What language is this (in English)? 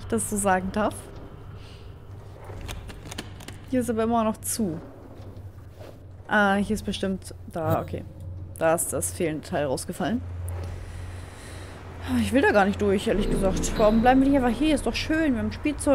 German